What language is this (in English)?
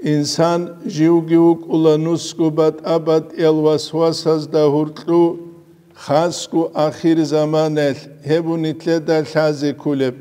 Avaric